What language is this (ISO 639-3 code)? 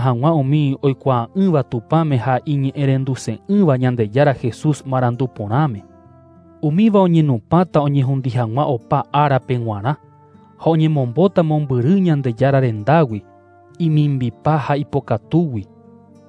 grn